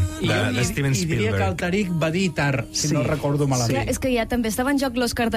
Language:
Catalan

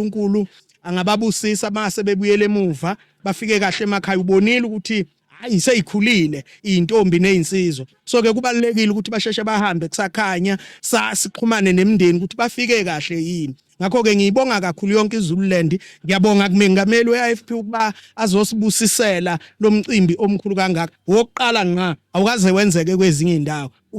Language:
Zulu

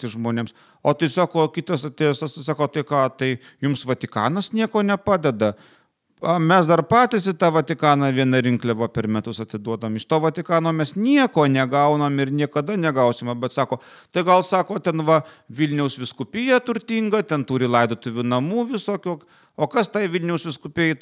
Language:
Lithuanian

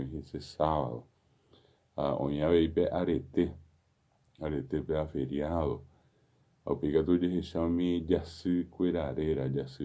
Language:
Guarani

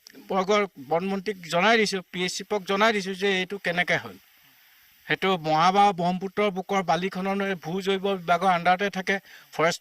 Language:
Assamese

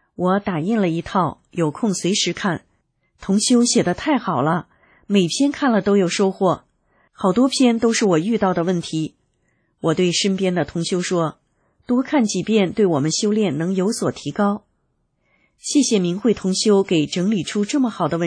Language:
Chinese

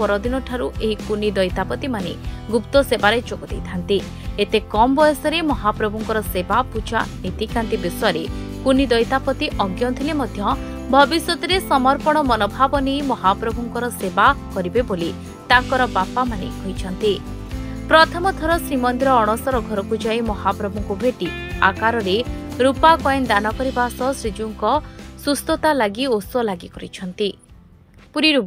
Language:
Odia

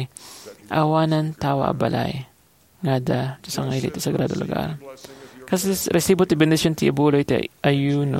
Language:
Iloko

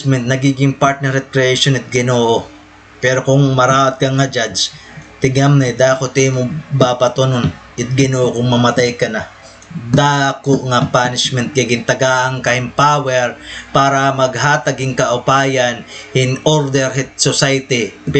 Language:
Waray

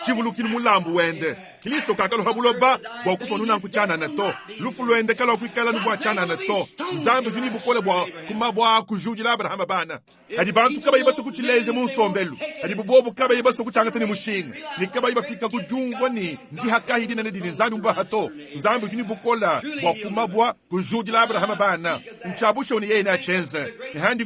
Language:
Luba-Lulua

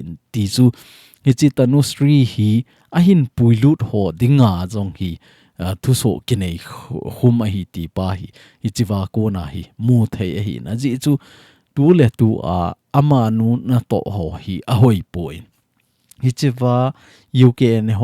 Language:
Thado Chin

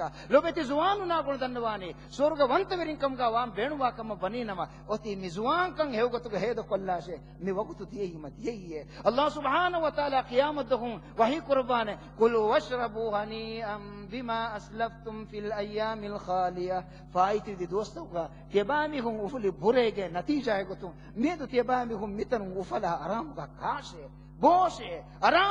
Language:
Divehi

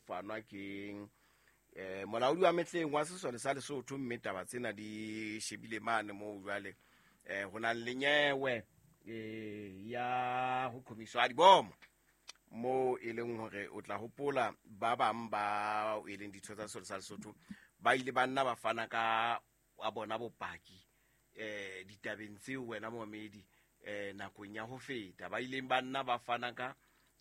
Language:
Southern Sotho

